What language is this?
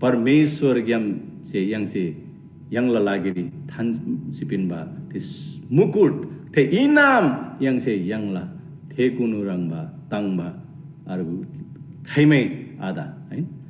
Eastern Tamang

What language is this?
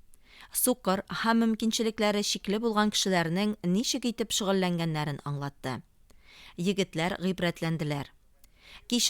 Tatar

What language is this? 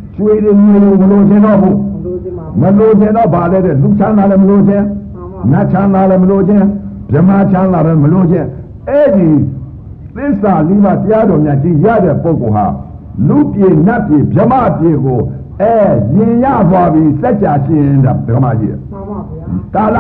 Burmese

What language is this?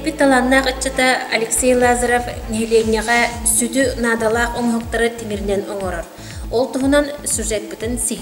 Yakut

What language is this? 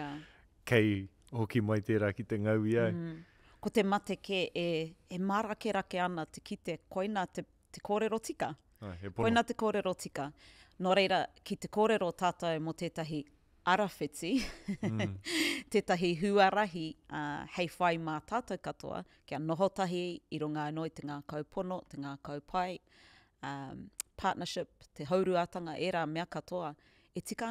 Māori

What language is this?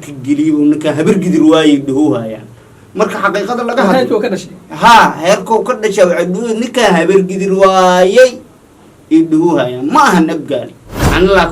Somali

